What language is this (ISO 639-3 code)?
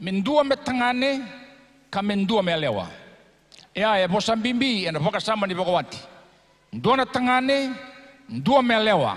fij